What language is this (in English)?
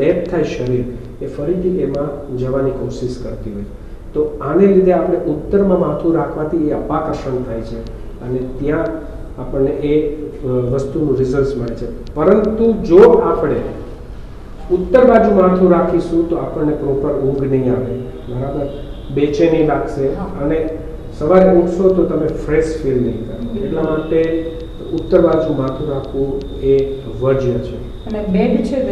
Gujarati